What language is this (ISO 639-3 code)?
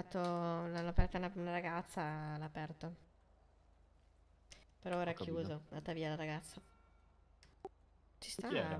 ita